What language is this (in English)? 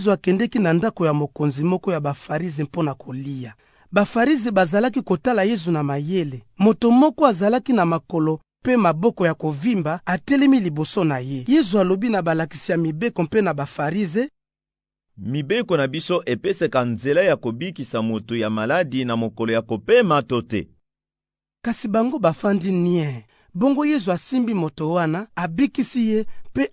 Lingala